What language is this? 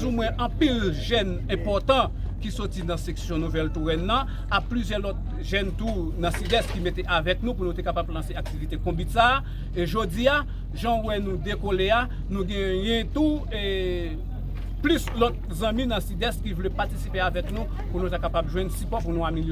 Haitian Creole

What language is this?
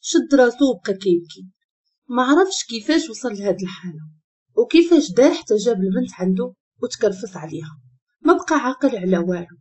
Moroccan Arabic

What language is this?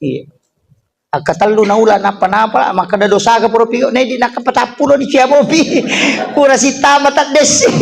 Buginese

